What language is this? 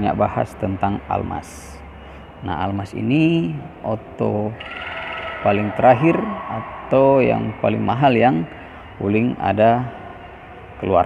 Manado Malay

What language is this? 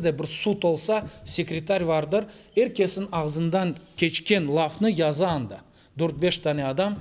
Crimean Tatar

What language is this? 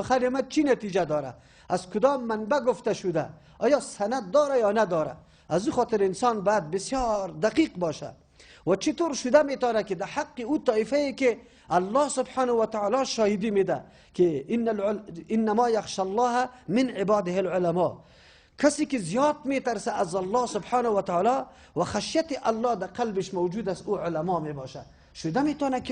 Persian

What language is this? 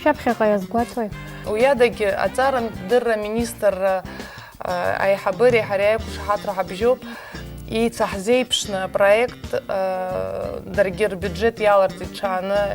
Abkhazian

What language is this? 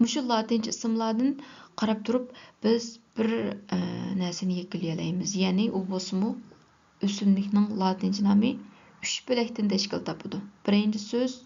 Uyghur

